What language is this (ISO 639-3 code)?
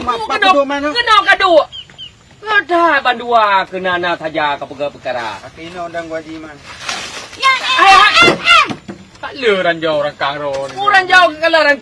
ace